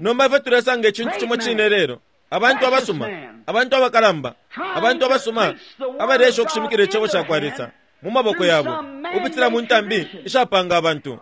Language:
Bemba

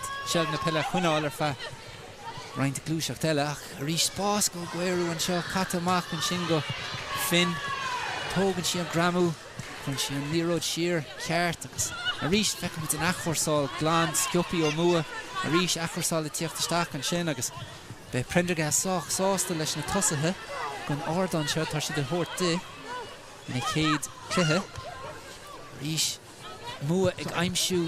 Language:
Irish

